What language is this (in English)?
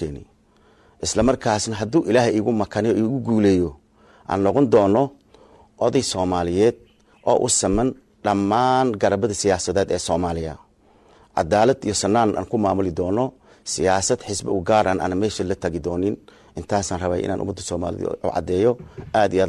Somali